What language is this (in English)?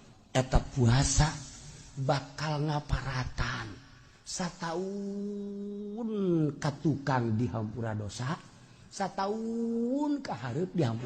Sundanese